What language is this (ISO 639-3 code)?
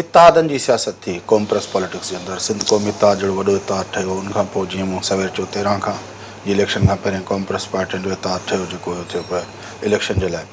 snd